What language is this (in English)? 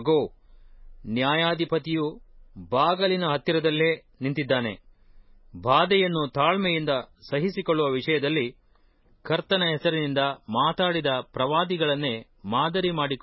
Kannada